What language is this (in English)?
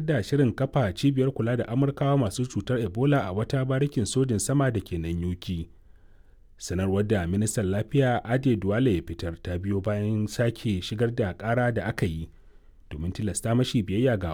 Hausa